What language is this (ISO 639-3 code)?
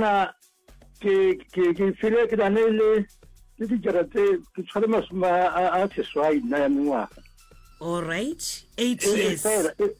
nso